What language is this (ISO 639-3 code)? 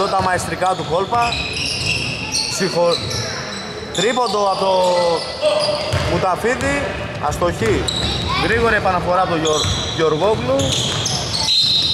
ell